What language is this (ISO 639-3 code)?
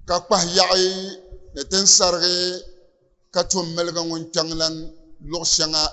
dag